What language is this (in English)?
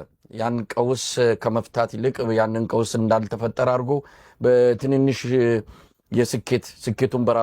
Amharic